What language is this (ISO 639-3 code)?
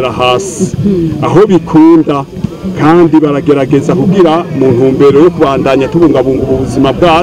run